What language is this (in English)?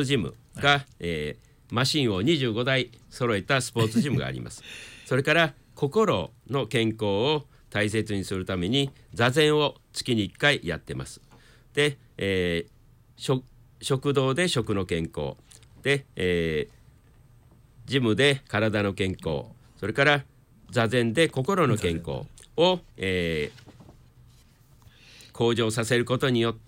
Japanese